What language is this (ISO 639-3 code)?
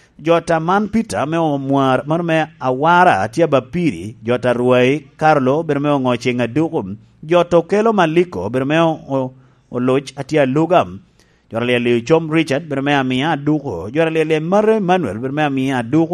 laj